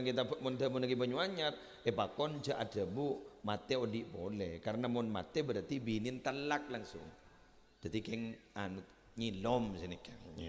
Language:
Madurese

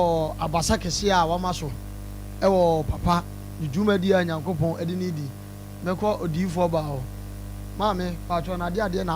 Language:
Akan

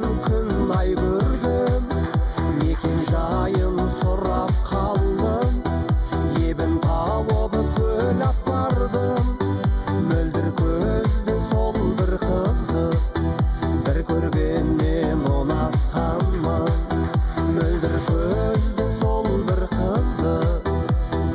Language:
Kazakh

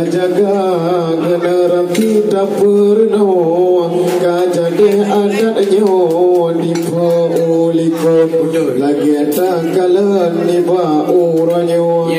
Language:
Achinese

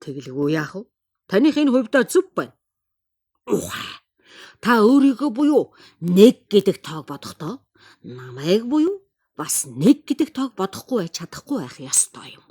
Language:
Mongolian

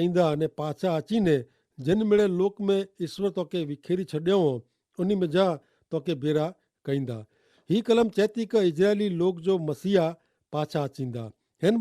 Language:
Kachhi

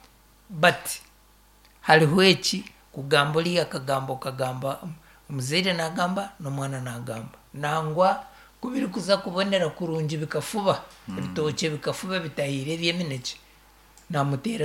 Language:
Nyankole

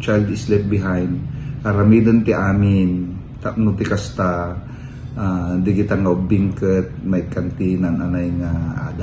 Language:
Iloko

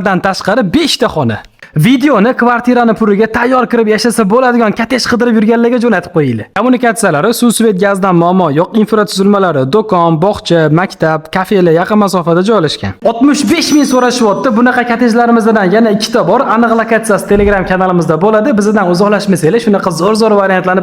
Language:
Uzbek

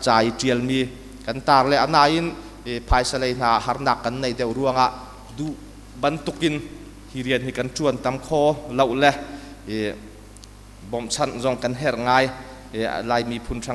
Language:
Hakha Chin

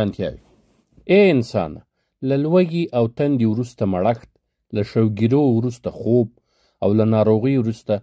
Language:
Pashto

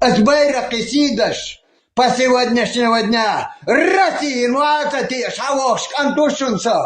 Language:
Chechen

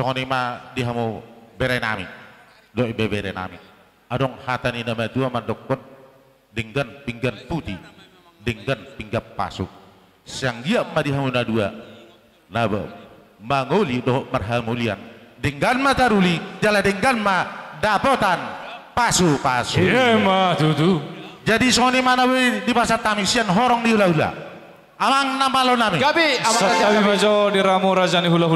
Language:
Batak Toba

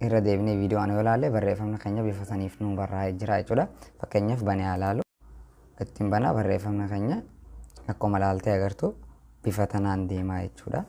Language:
Oromo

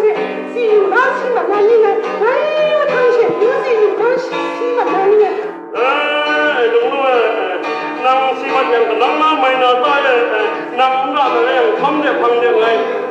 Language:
Kachin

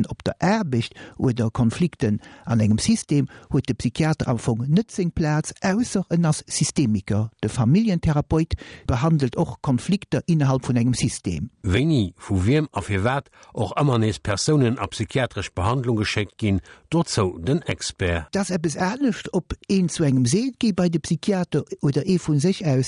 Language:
Luxembourgish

